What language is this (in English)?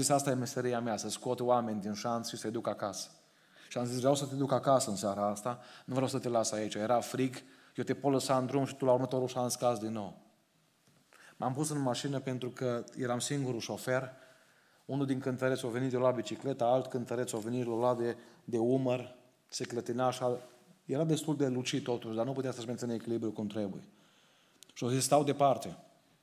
Romanian